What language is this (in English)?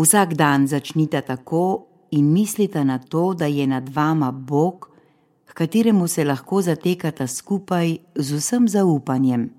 Slovenian